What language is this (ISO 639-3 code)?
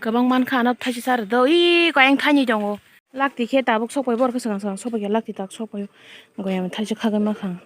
trp